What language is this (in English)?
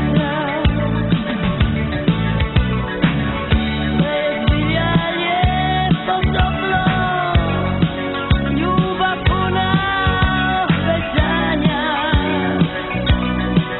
Croatian